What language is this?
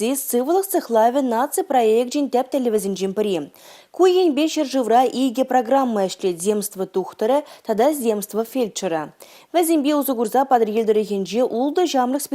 Chuvash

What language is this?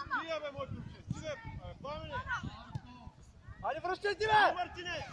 Bulgarian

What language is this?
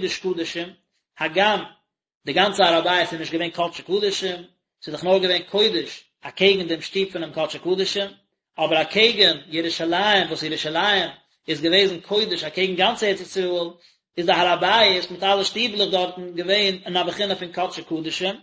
Yiddish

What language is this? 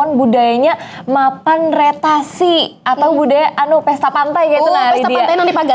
Banjar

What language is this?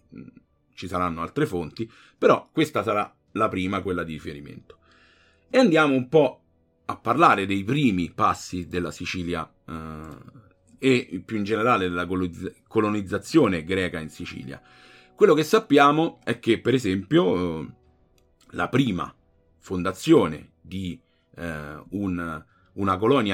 Italian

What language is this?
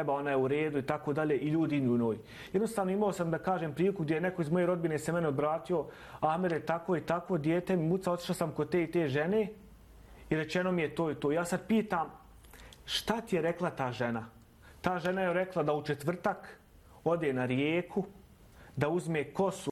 Bosnian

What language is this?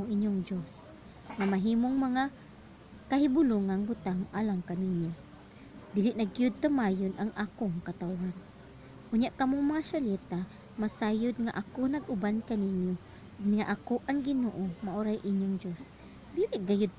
Cebuano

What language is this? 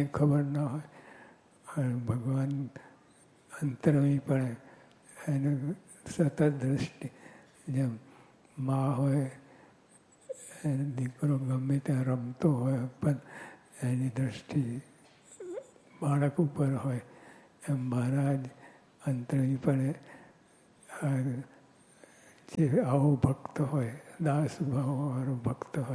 Gujarati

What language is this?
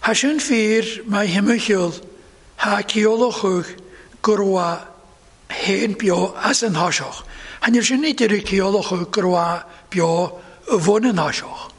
Welsh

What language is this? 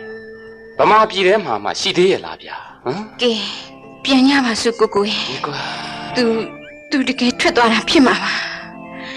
Burmese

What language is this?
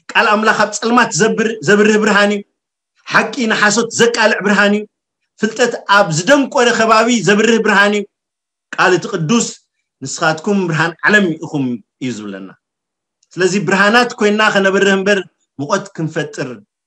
Tigrinya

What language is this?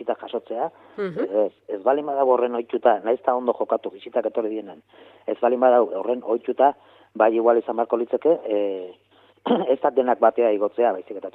Basque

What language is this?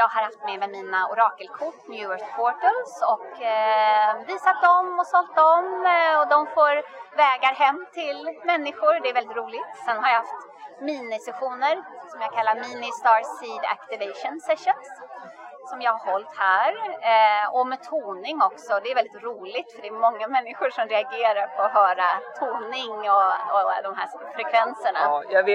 Swedish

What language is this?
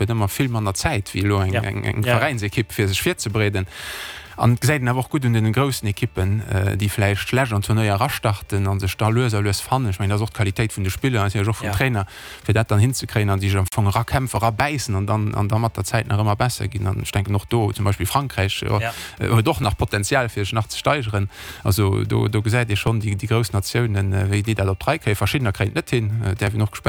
Luxembourgish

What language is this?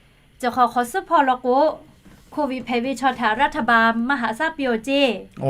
Lahu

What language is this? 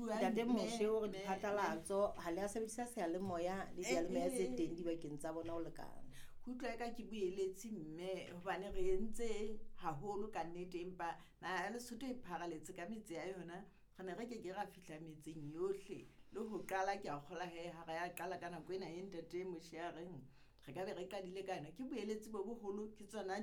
Southern Sotho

